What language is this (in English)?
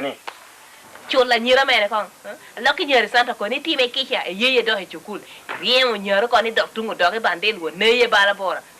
Lango (Uganda)